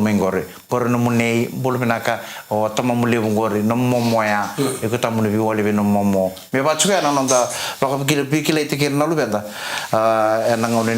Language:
Fijian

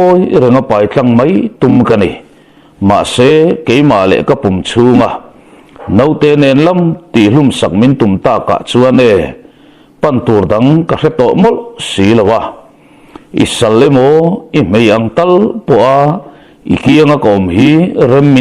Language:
Mizo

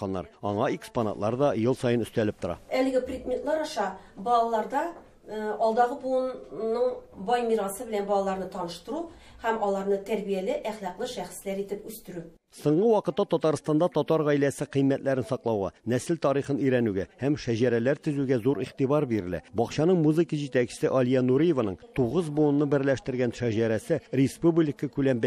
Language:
Tatar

